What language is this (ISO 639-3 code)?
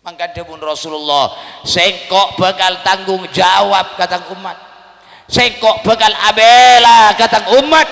mad